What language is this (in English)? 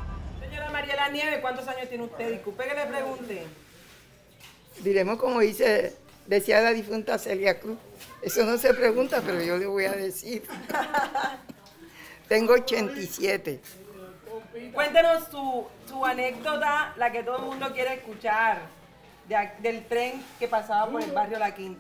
Spanish